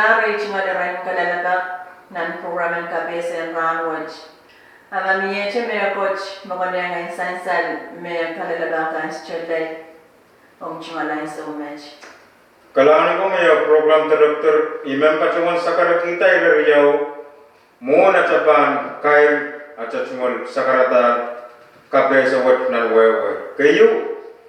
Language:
Pohnpeian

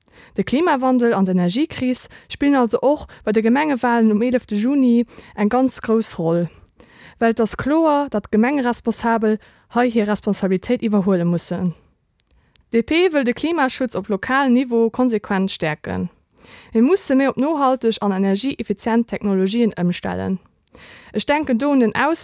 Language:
Luxembourgish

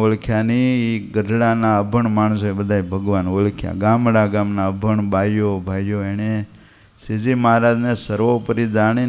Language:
Gujarati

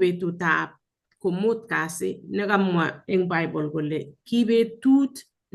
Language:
Kalenjin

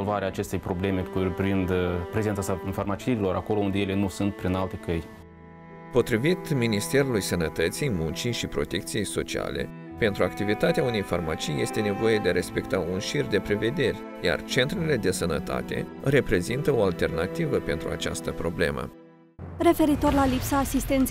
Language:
Romanian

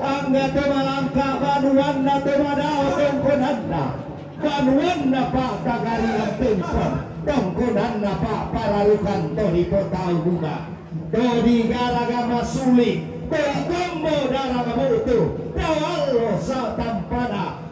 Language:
Toraja-Sa'dan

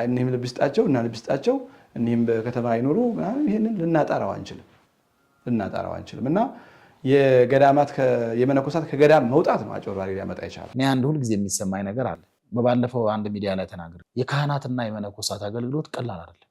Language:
Amharic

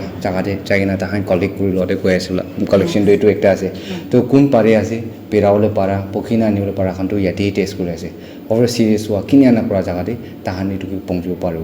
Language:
Naga Pidgin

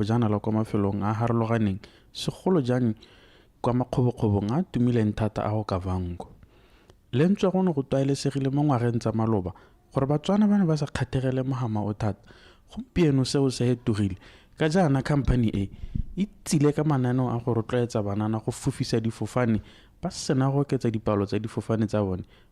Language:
Tswana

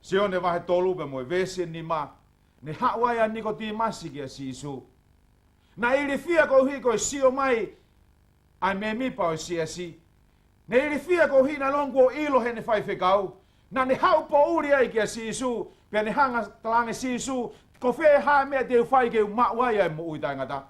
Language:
Tongan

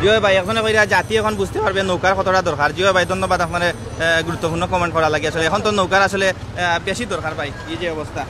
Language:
Sylheti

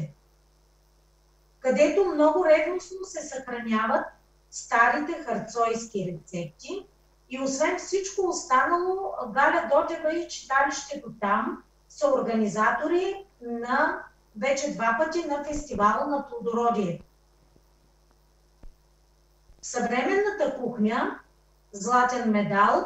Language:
Bulgarian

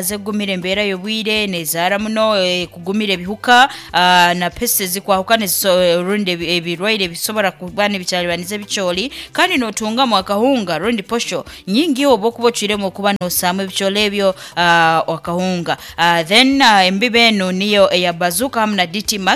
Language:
Nyoro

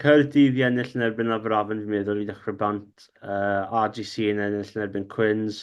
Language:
Welsh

